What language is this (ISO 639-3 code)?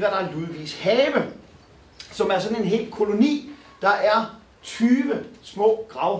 dan